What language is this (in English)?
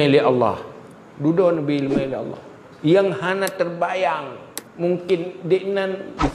Achinese